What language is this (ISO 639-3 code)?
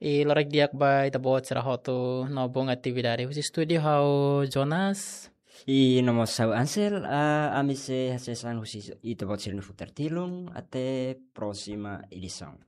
tet